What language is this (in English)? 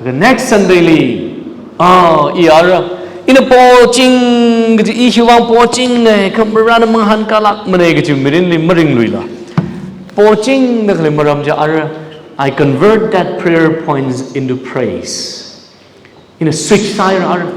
Tangkhul Naga (India)